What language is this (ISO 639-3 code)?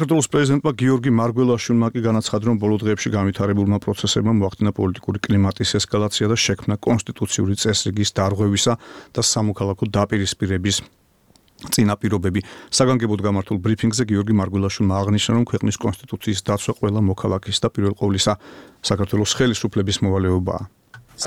kat